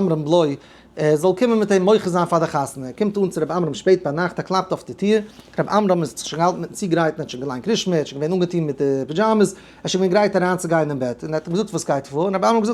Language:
Yiddish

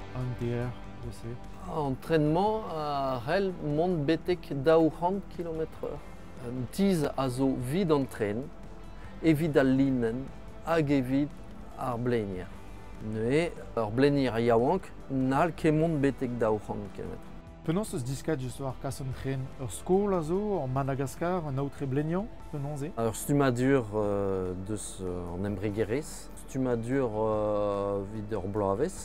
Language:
Breton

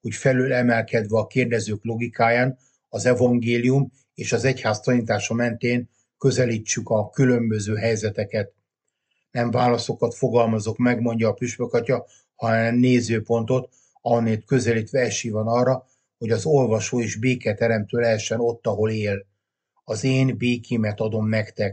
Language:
Hungarian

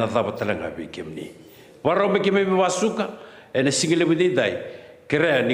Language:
Fijian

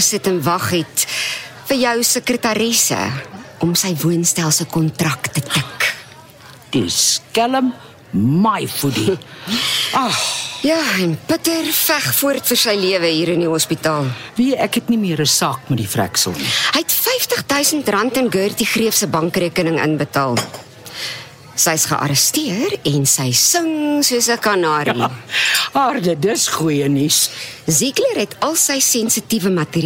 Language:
Afrikaans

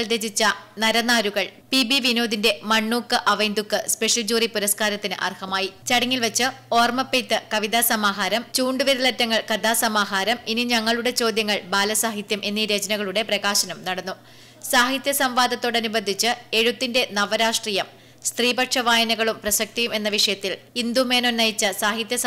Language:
Malayalam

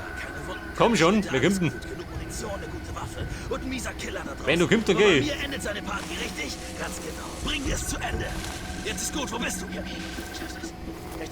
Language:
Bavarian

